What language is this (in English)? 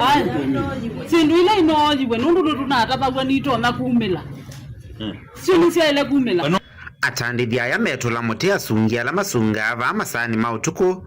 Kamba